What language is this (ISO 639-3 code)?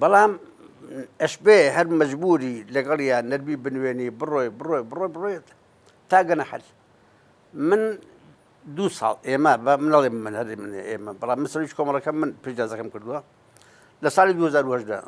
ckb